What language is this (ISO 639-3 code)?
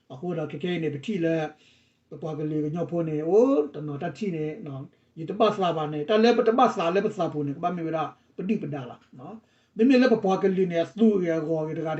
ksw